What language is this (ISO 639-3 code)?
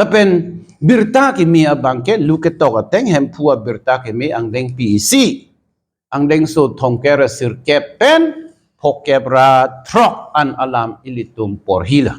mjw